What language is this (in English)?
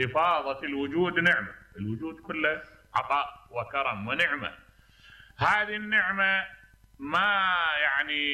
Mesopotamian Arabic